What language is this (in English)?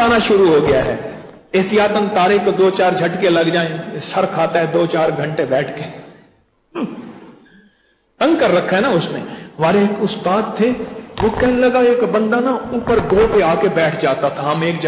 Urdu